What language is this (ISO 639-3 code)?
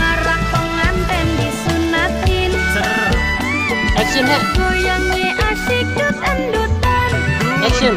bew